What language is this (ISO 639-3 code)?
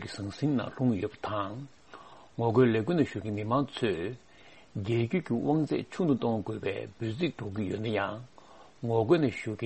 bod